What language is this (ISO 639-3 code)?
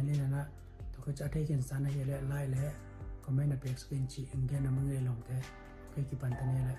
ctd